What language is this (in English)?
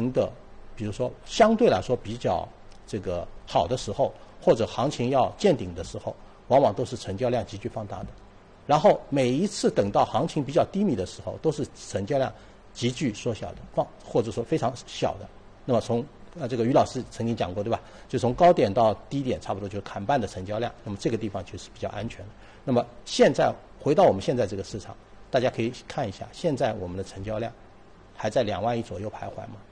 Chinese